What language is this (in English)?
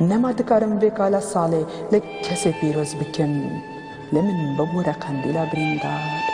Kurdish